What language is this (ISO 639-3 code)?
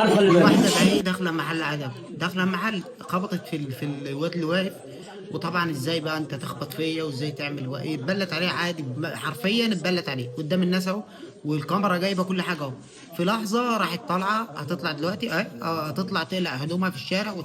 arz